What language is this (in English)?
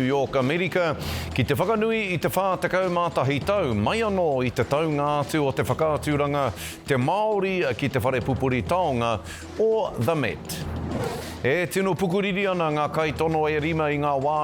Māori